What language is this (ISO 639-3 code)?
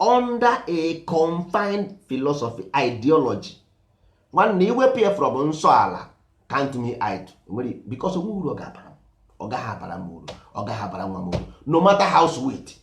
ibo